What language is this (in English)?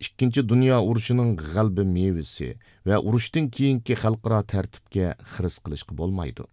Uyghur